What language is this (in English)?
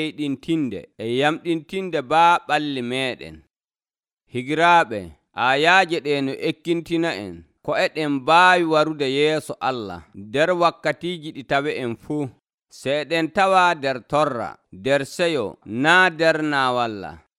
Nigerian Fulfulde